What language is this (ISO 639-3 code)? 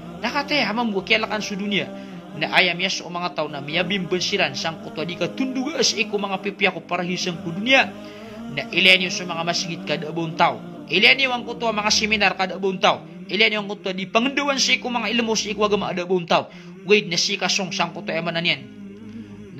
mrw